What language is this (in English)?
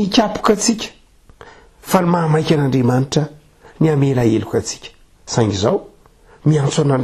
Malagasy